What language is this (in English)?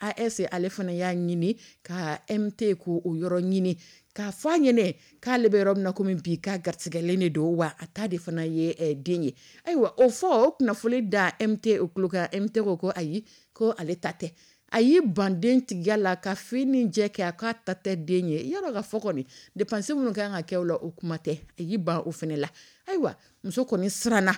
Dyula